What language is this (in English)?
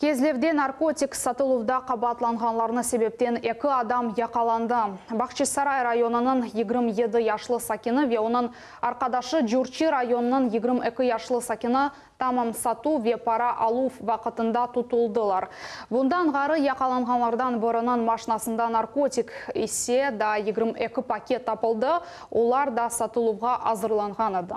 Crimean Tatar